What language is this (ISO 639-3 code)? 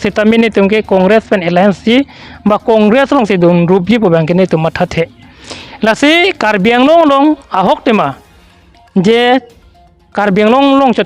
mjw